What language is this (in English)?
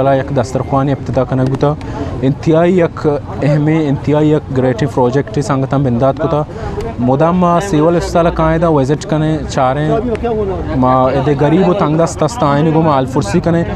Eastern Balochi